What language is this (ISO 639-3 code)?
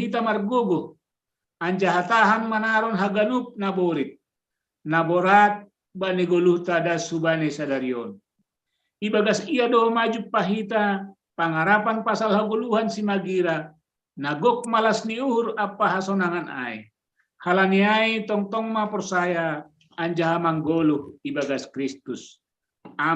bts